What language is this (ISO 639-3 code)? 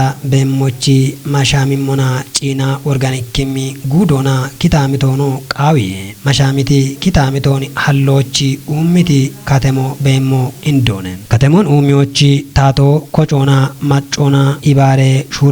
kbr